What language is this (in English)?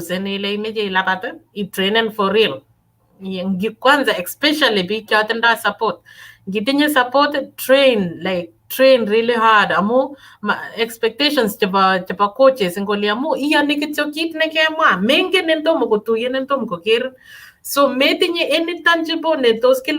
Kalenjin